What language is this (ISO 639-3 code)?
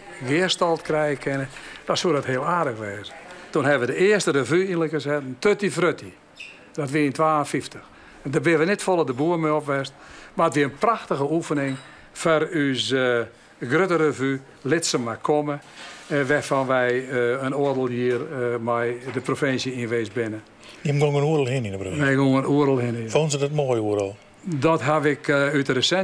fry